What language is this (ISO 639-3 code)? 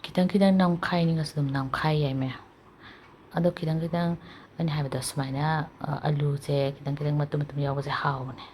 mni